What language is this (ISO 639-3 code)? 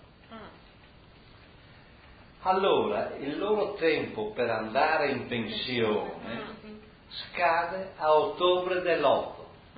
ita